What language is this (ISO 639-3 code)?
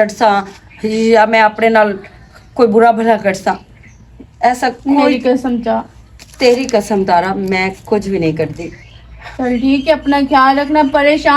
lah